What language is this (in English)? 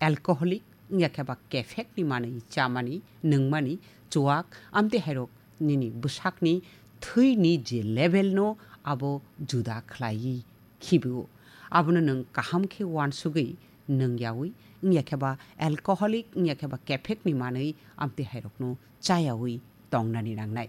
Kok Borok